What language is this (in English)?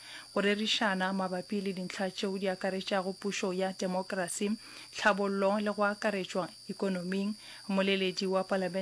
Northern Sotho